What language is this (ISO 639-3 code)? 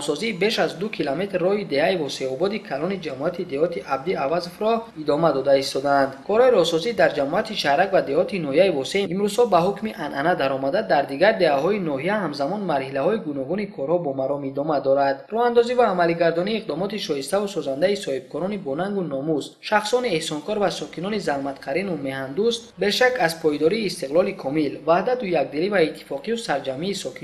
tgk